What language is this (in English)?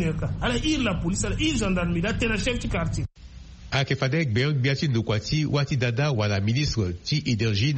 Sango